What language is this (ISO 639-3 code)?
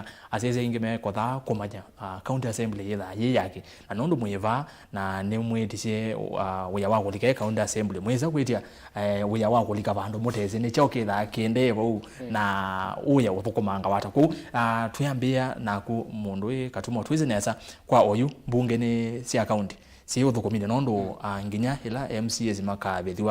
kam